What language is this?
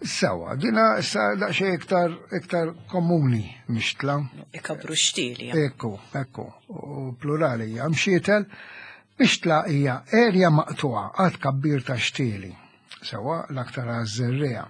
Maltese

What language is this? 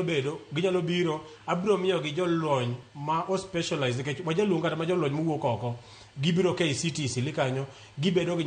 Luo (Kenya and Tanzania)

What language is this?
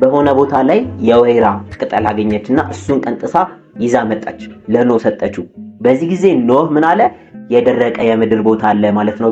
Amharic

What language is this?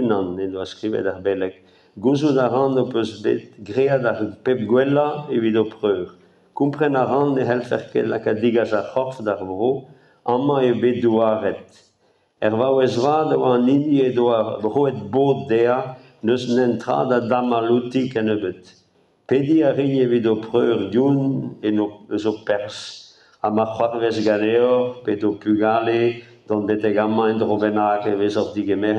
Breton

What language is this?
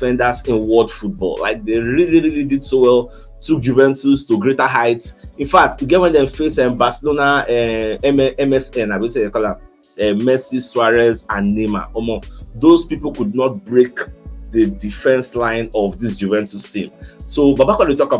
Nigerian Pidgin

